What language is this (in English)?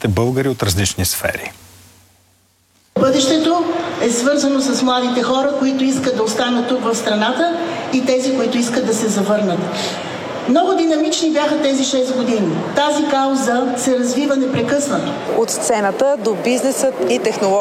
Bulgarian